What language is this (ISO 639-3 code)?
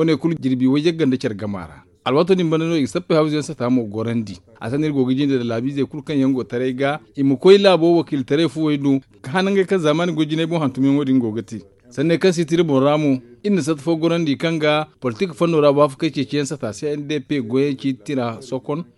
dje